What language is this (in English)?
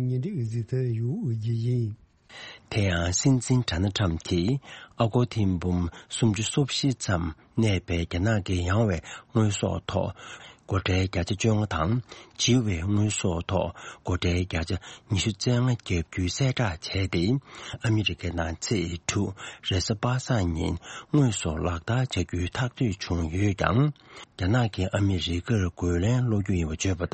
Tibetan